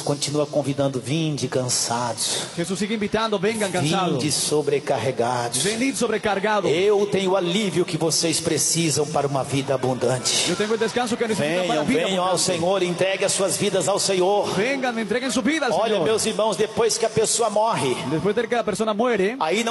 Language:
Portuguese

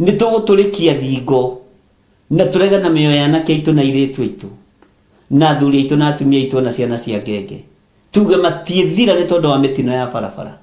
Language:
Kikuyu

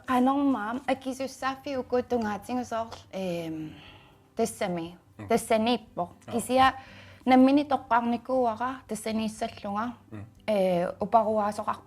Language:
Kalaallisut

